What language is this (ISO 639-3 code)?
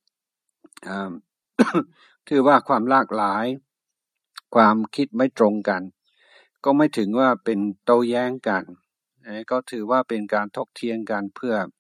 tha